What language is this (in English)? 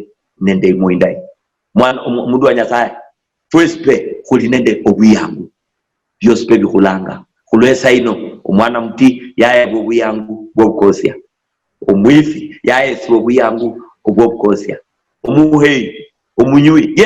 Luyia